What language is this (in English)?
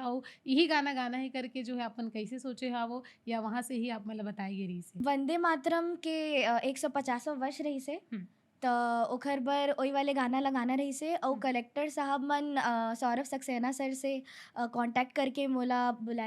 Chhattisgarhi